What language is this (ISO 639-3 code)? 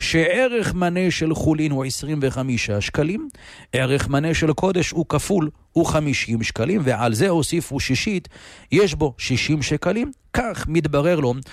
heb